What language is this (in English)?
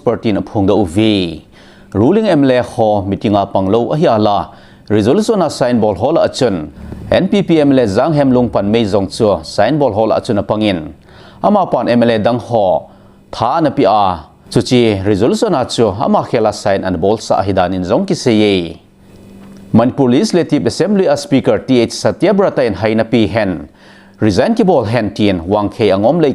Thado Chin